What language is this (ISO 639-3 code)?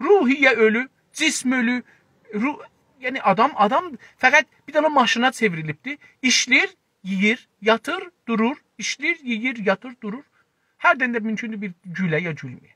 azb